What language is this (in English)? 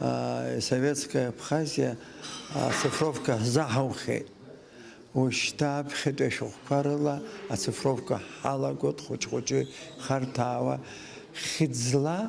Abkhazian